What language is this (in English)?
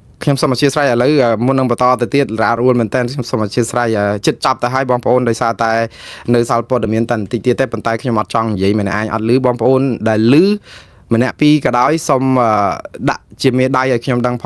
Khmer